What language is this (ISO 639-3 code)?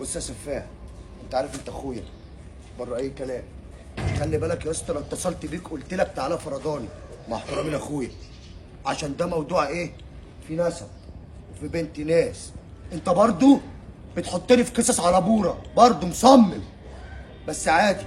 arz